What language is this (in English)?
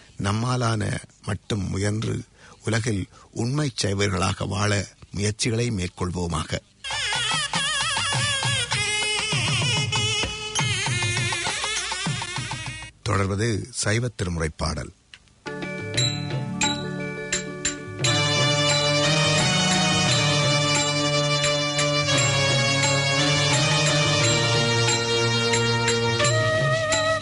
Tamil